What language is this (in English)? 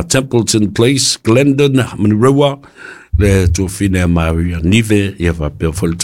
Samoan